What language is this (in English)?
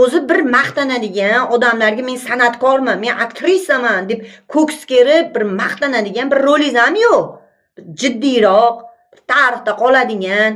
Uzbek